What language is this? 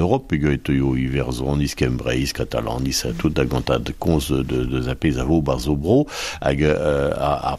Breton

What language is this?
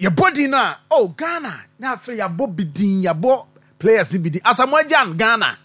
Akan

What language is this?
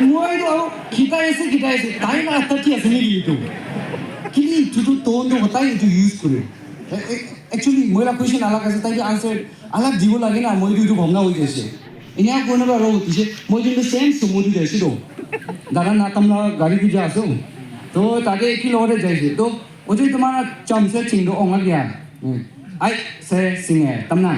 Naga Pidgin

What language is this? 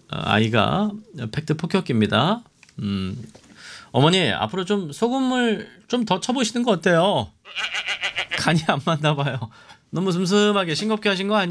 Korean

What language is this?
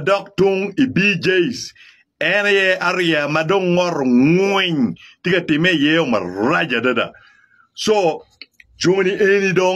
Acoli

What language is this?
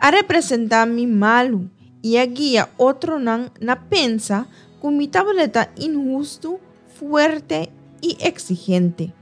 Papiamento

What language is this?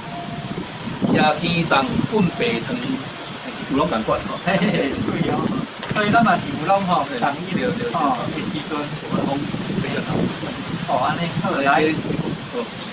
Min Nan Chinese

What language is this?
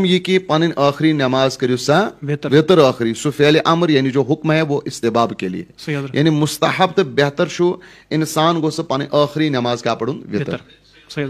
Kashmiri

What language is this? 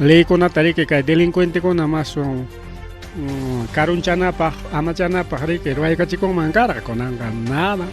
Ayacucho Quechua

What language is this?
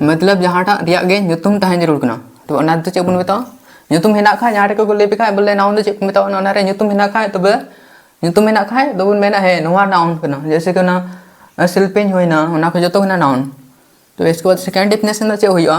Santali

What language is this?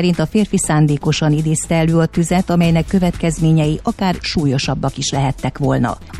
Hungarian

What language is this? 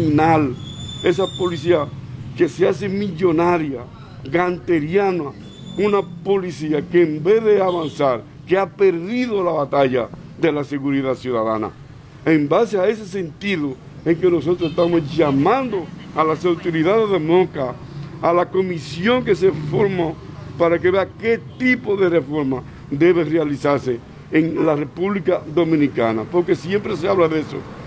Spanish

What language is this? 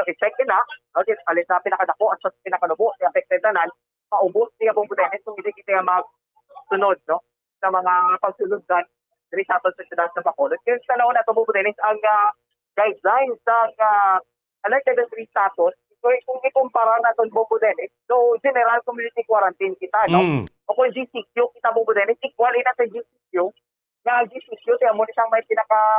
Hiligaynon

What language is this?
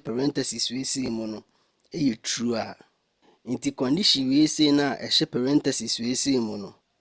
Akan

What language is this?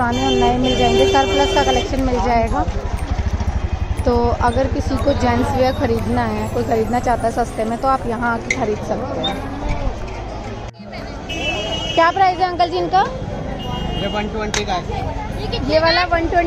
Hindi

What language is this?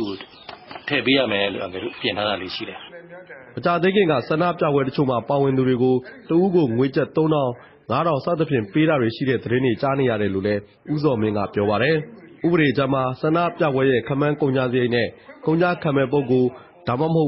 Burmese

